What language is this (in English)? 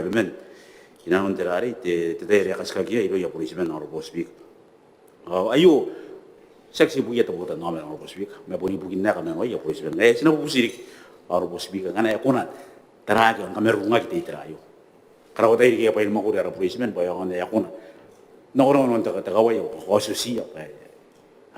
Gilbertese